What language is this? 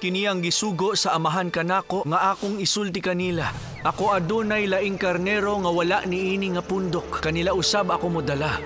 Cebuano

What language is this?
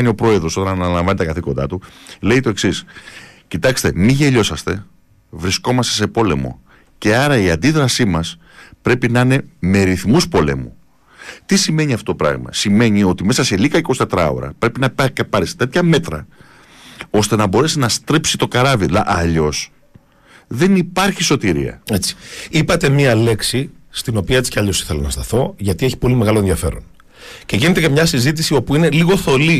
Greek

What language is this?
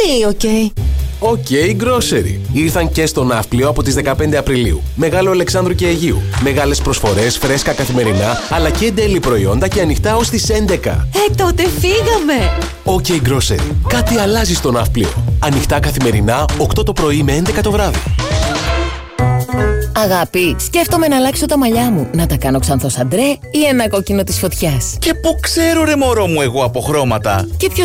Greek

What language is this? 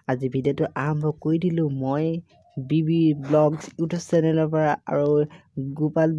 Assamese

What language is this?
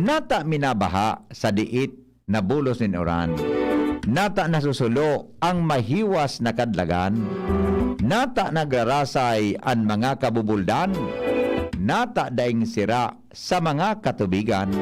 Bikol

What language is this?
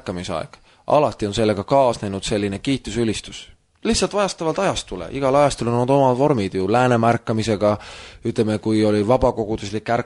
Estonian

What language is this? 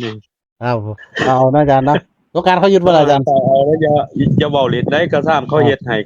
Northeastern Thai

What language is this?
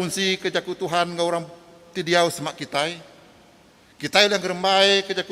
Iban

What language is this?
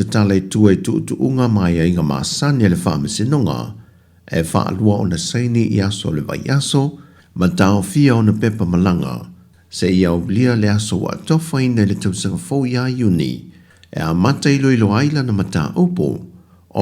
Samoan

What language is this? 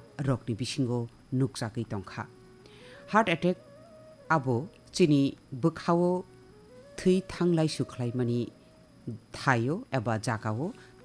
Kok Borok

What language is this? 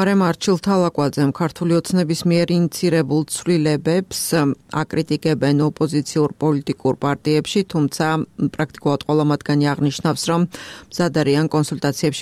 Georgian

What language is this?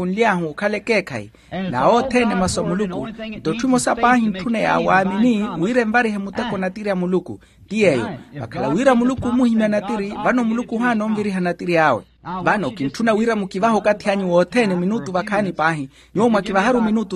Makhuwa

